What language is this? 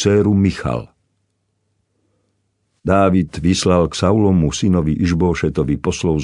Slovak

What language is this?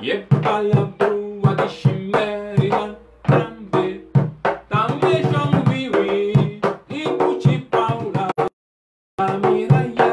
Papiamento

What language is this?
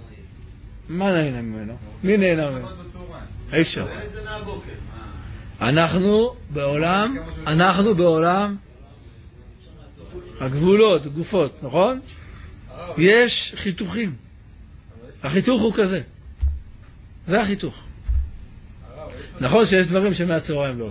Hebrew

